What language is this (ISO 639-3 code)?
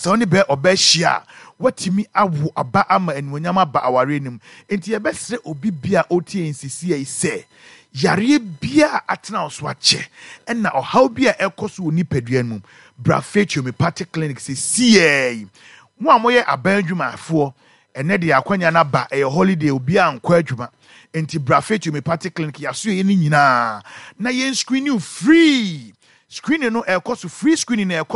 aka